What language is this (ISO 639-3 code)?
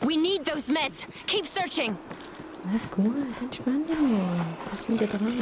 gsw